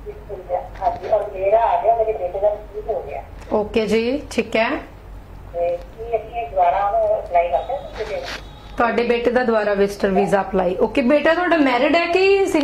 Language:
Punjabi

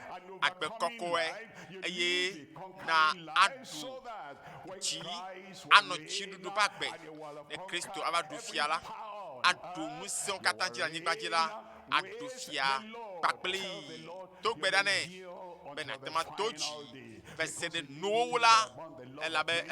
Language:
Ewe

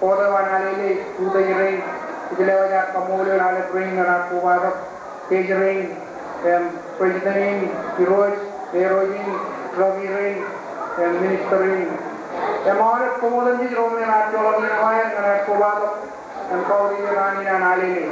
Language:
Marshallese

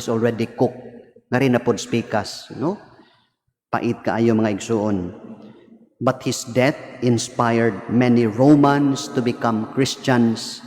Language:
Cebuano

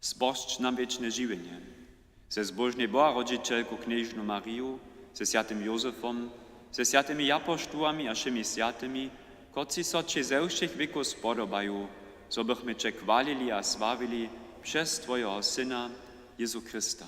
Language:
Upper Sorbian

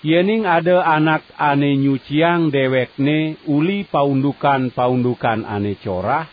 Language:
Balinese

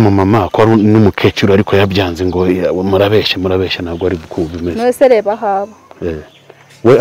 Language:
Kinyarwanda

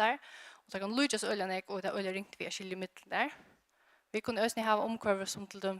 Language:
Faroese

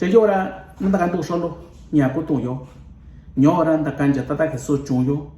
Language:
Mixtepec Mixtec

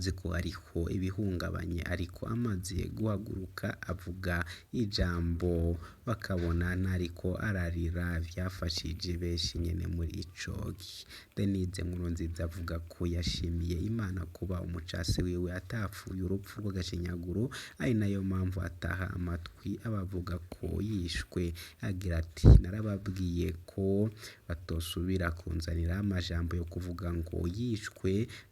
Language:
Rundi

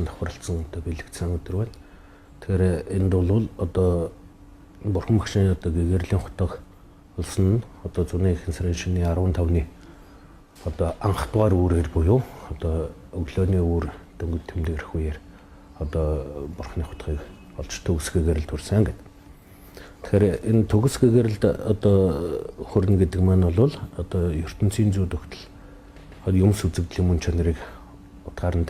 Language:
Mongolian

